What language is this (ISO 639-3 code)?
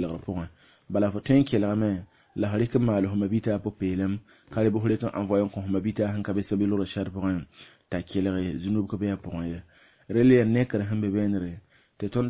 mos